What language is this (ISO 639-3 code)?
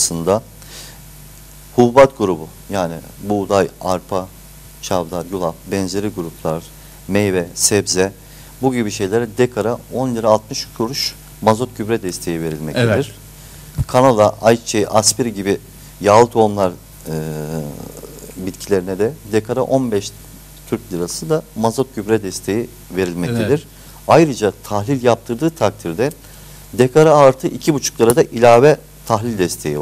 tur